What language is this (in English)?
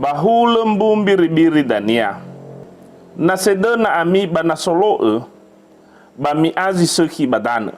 Nias